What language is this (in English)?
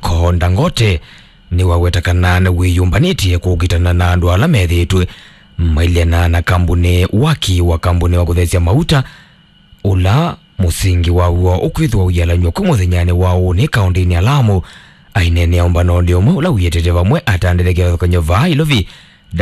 Kamba